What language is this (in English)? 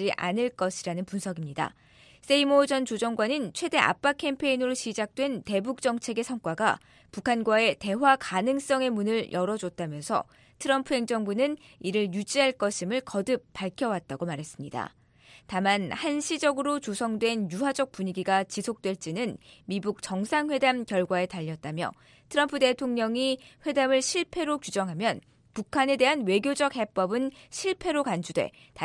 Korean